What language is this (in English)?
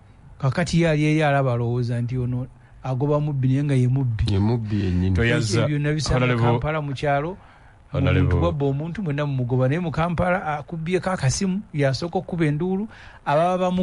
Ganda